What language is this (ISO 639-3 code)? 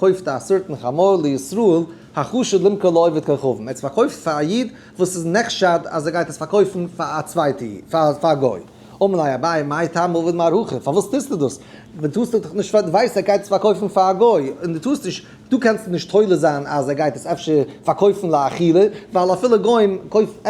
yid